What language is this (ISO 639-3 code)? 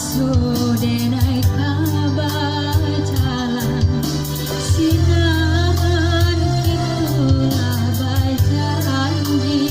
min